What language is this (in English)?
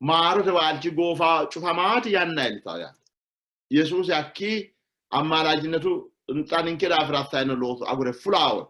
Sidamo